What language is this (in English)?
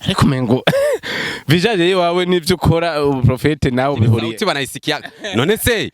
Rundi